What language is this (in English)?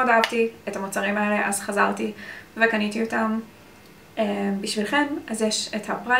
Hebrew